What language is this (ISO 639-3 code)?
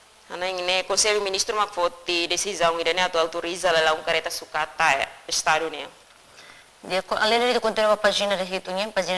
tet